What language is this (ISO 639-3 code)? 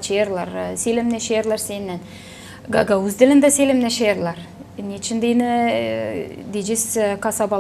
gag